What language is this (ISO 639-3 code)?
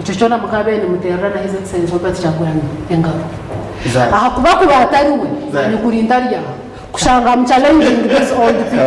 nyn